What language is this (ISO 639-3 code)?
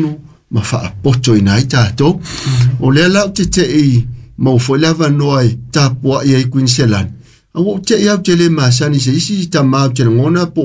smo